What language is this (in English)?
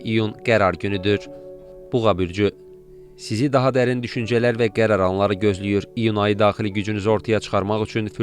Azerbaijani